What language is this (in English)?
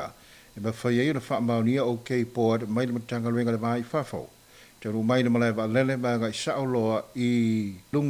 Samoan